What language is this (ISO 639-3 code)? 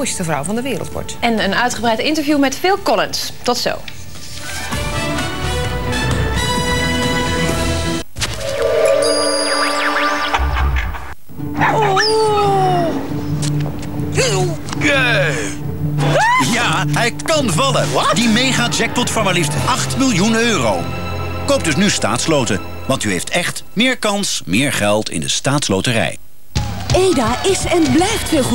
nld